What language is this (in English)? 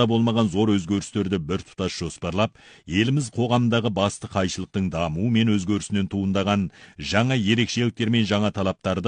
Kazakh